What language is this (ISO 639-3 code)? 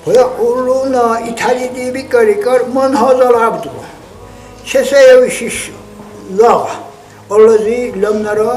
dar